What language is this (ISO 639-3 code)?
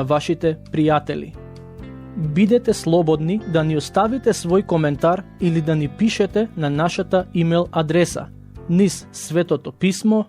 mkd